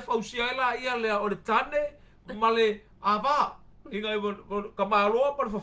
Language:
Samoan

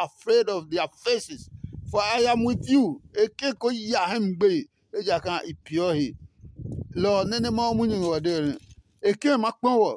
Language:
Adangme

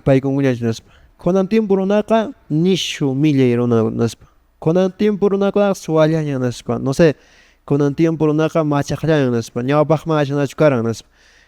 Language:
Quechua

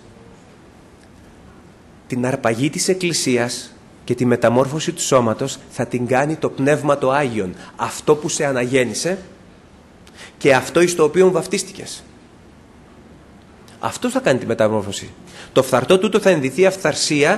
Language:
Greek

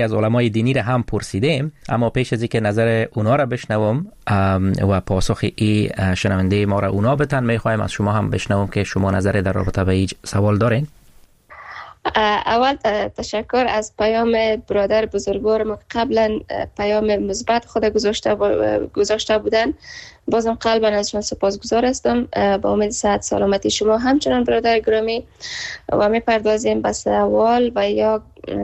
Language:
Persian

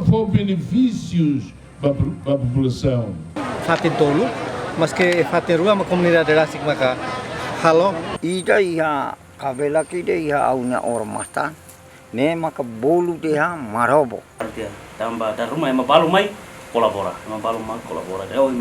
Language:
Tetum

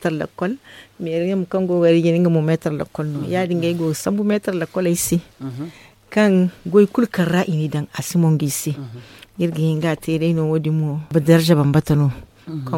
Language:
Zarma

